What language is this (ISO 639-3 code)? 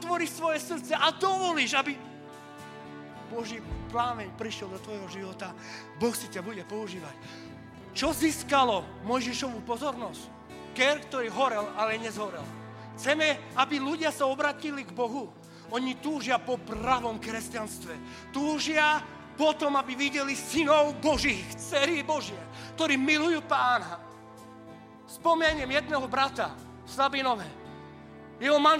slk